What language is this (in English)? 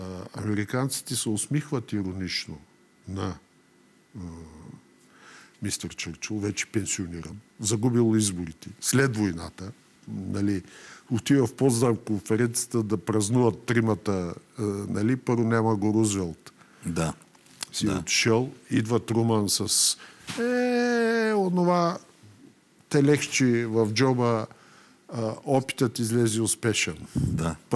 Bulgarian